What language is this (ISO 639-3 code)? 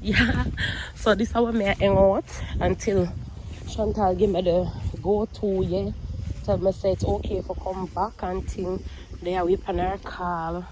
jam